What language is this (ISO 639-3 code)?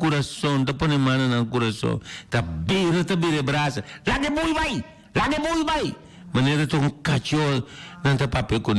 pap